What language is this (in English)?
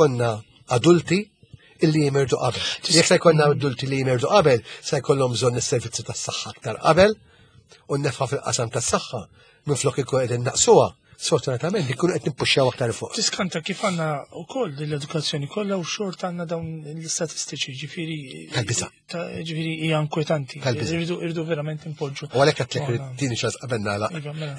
Maltese